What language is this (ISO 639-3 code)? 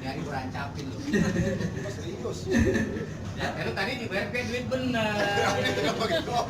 bew